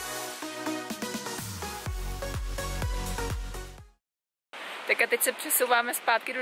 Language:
Czech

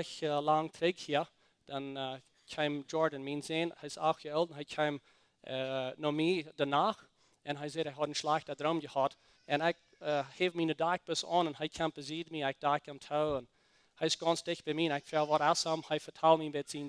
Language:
Plautdietsch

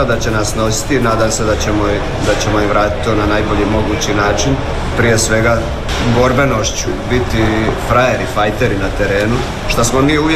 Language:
Croatian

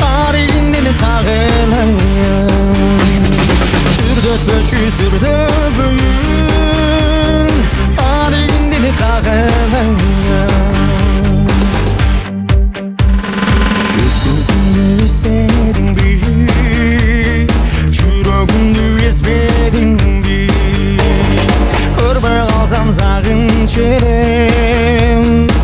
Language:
Kazakh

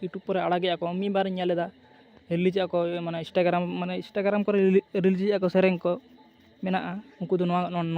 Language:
Santali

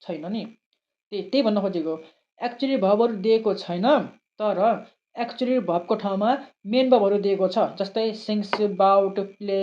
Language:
Nepali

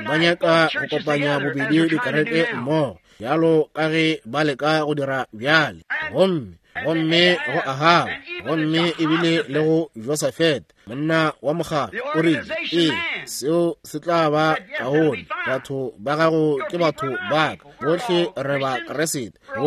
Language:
Northern Sotho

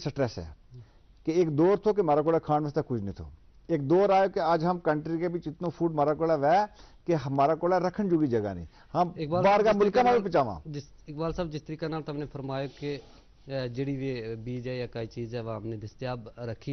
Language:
Gujari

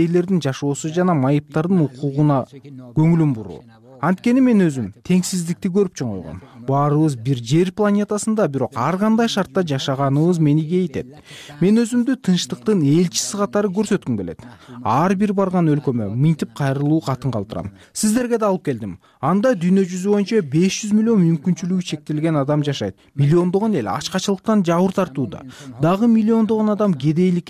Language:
Kyrgyz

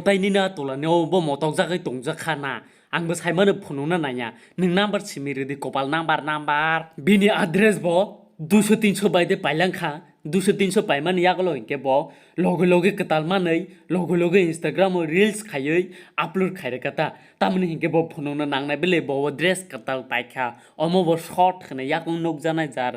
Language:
Kok Borok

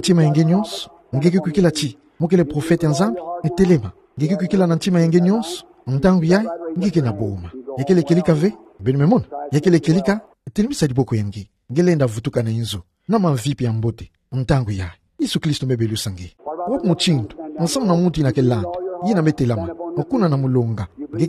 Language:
Kituba (Democratic Republic of Congo)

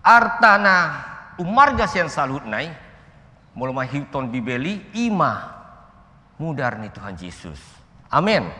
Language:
Batak Toba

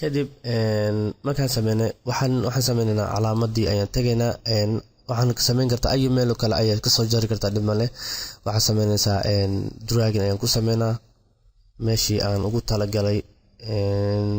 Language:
Somali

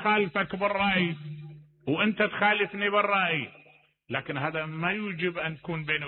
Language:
Mesopotamian Arabic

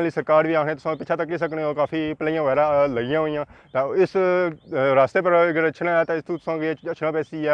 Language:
Pahari-Potwari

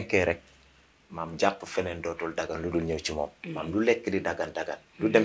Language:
Wolof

